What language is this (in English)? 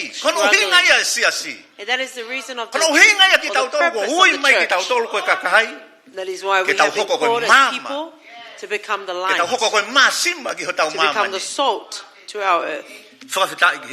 Tongan